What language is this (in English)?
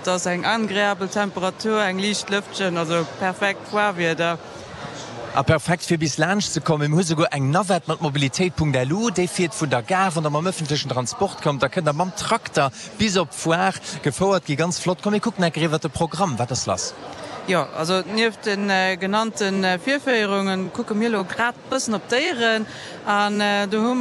Luxembourgish